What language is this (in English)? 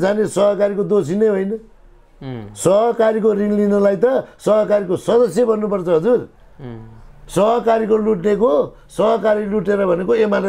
Nepali